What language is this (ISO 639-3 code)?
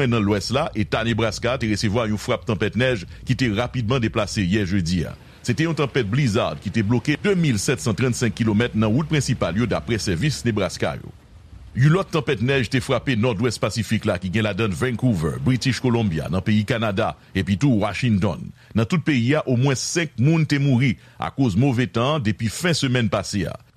hat